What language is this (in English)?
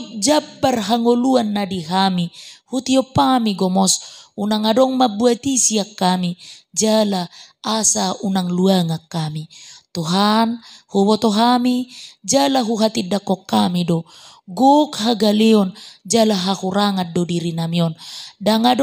Batak Toba